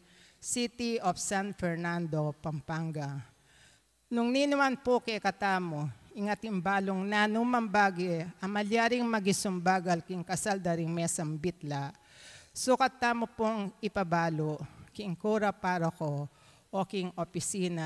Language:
Pampanga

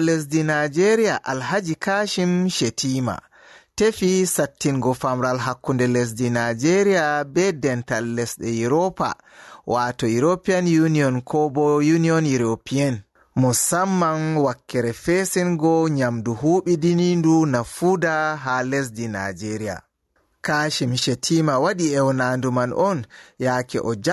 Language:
Fula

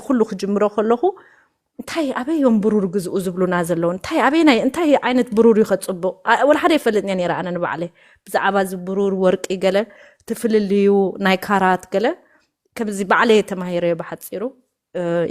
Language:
Tigrinya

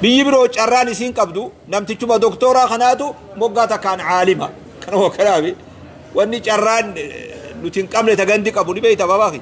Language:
Oromo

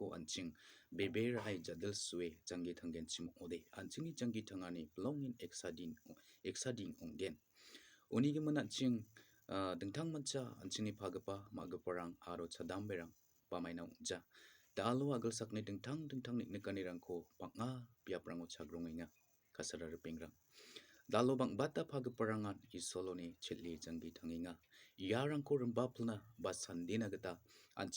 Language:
Garo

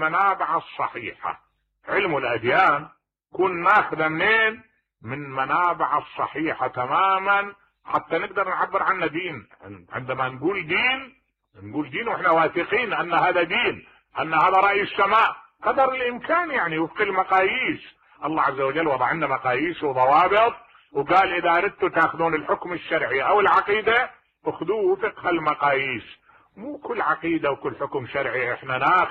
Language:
Mesopotamian Arabic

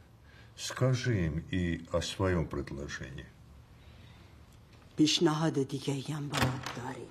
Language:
Persian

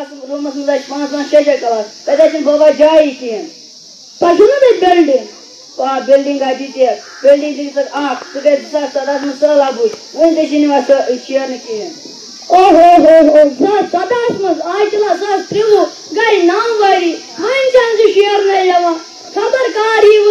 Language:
Kashmiri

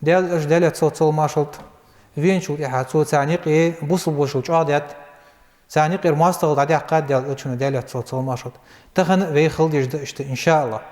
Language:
Ingush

